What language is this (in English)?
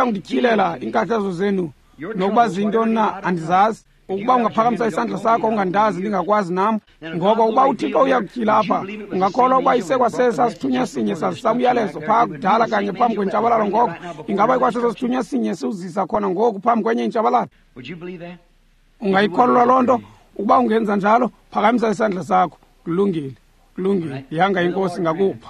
Xhosa